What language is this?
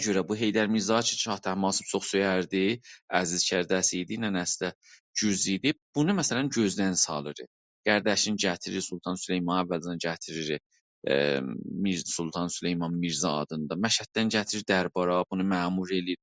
South Azerbaijani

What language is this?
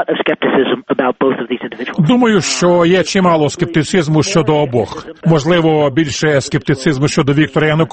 Ukrainian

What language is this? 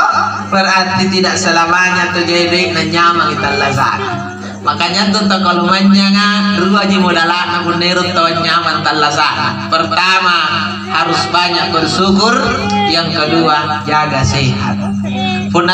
Makasar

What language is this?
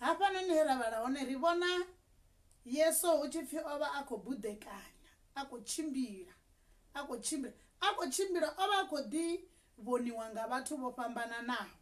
Venda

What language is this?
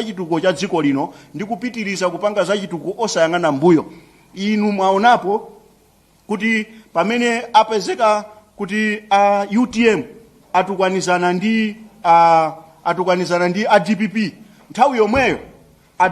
Nyanja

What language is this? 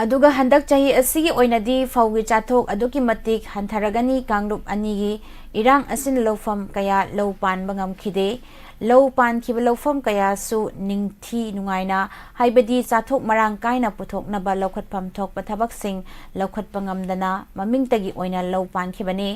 Manipuri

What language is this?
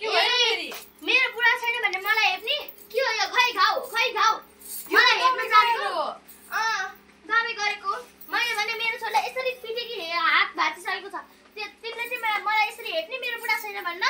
Nepali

